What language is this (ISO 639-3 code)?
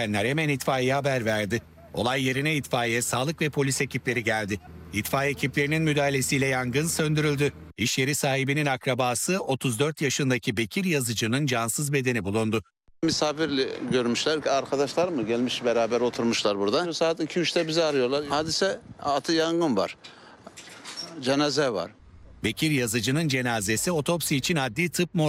tur